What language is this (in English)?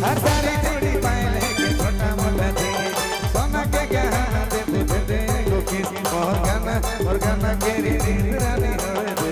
Sadri